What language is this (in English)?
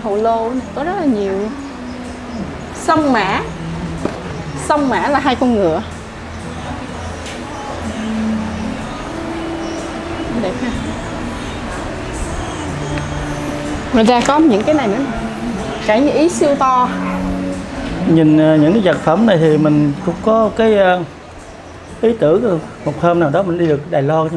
Vietnamese